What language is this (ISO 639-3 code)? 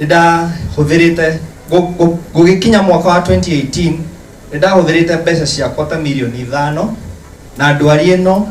kik